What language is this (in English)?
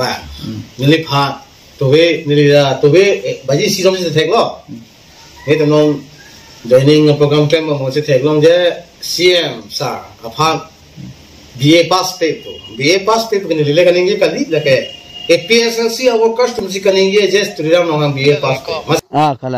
Karbi